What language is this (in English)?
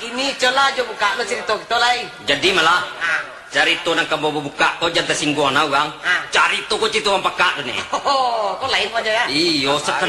Minangkabau